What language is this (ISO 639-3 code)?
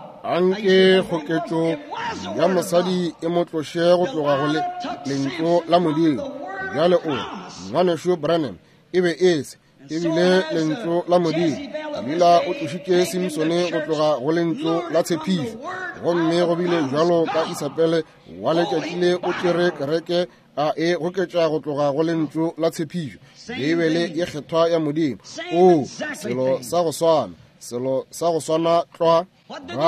nso